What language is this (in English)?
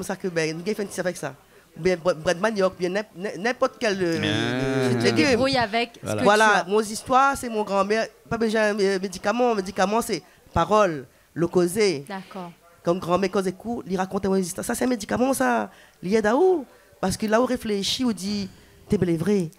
Réunion Creole French